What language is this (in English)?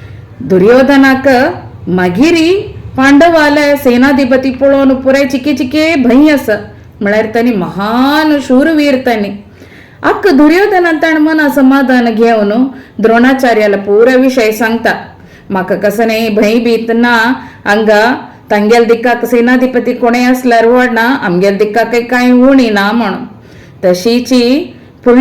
Konkani